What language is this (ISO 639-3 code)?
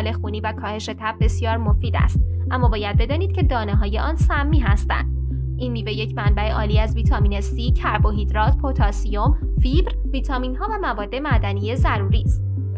fas